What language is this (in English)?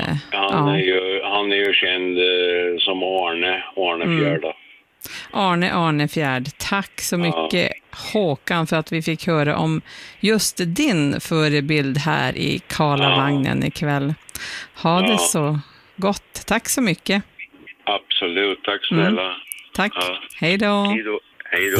Swedish